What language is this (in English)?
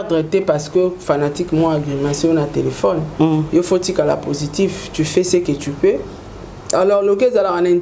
Lingala